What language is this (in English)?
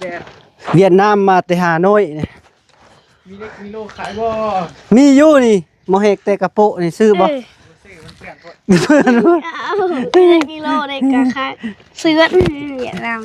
Lao